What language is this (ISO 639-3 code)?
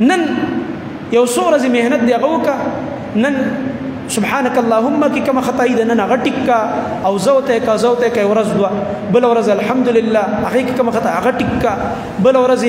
pus